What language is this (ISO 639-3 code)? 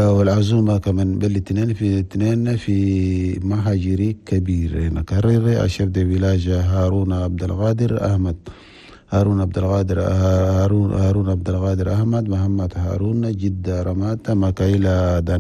shu